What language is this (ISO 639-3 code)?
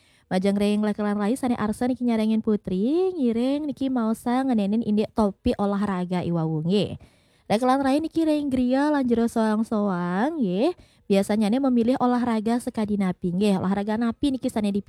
ban